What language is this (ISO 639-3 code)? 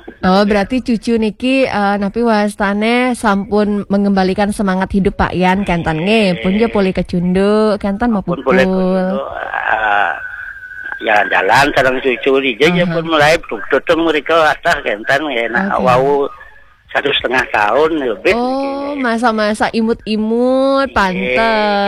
ban